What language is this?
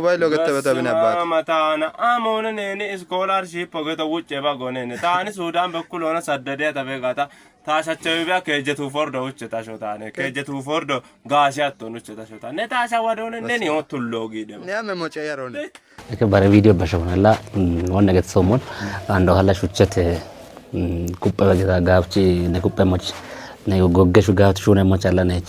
Kafa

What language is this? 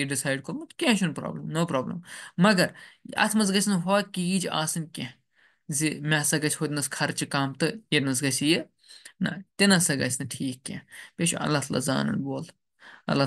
Kashmiri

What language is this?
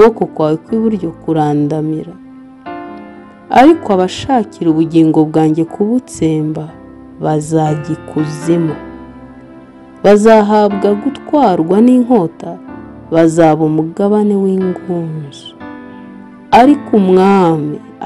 Kinyarwanda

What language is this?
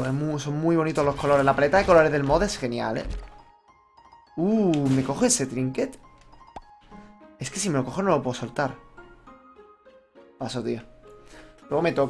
Spanish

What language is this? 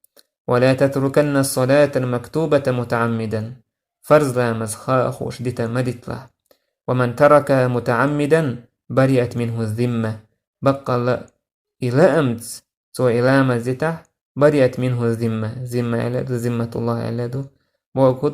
Chechen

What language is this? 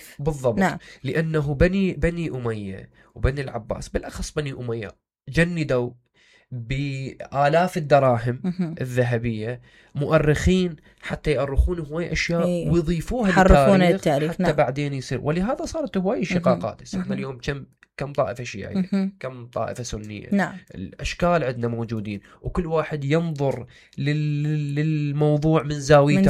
Mesopotamian Arabic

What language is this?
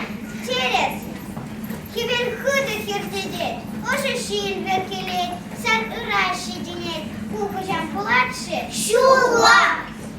Chuvash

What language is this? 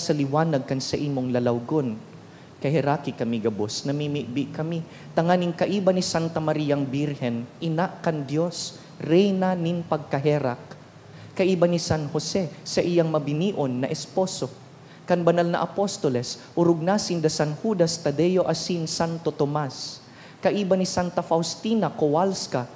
Bikol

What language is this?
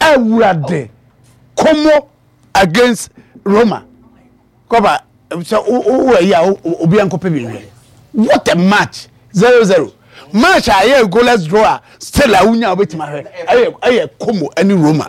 Akan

